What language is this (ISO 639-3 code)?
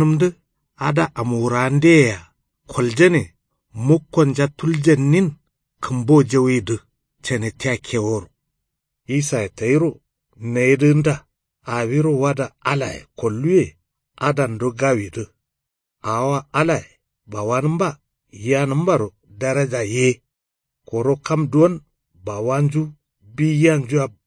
kau